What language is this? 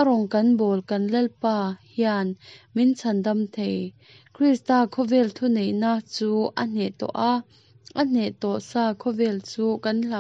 Mizo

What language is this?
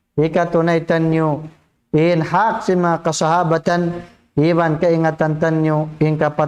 Tausug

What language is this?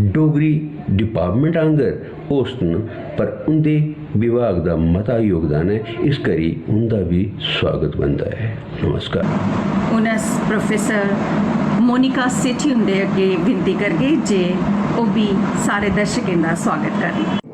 Dogri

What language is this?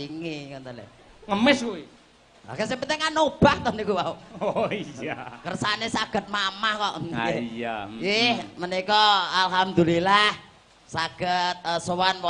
Javanese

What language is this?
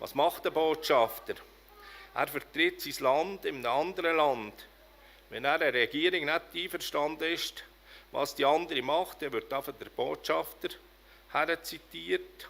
Swiss German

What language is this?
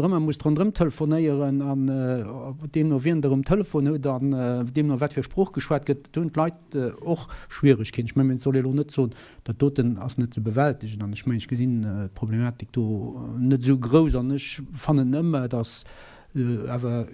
Luxembourgish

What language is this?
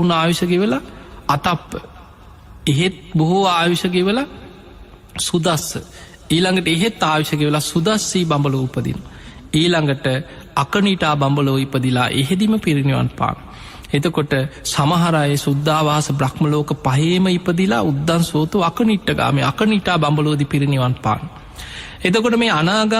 Sinhala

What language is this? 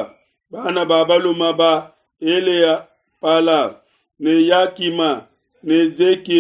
Luba-Lulua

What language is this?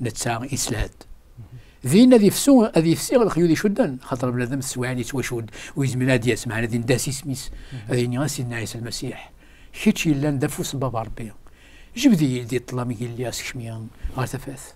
Kabyle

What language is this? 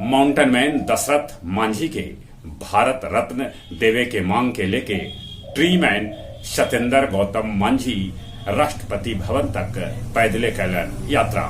Magahi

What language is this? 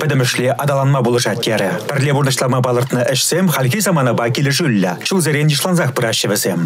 Chuvash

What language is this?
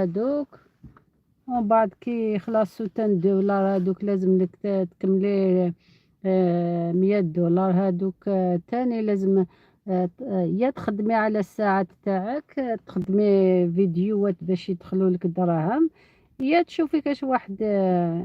Algerian Arabic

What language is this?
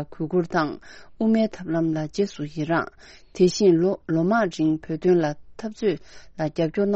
Tibetan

